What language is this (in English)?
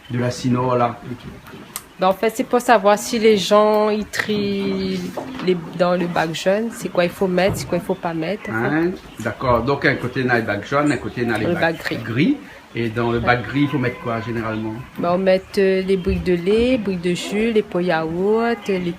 Réunion Creole French